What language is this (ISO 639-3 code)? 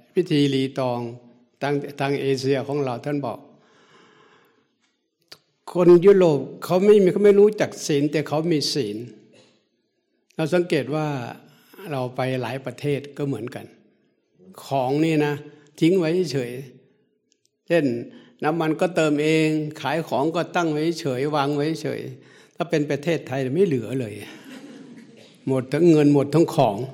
tha